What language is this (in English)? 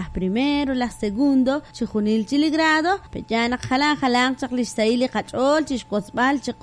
Kekchí